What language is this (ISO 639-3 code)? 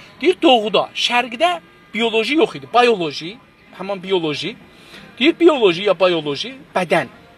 azb